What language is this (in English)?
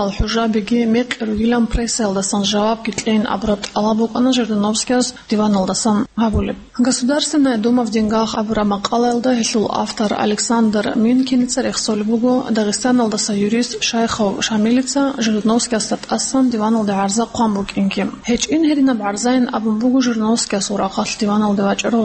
Avaric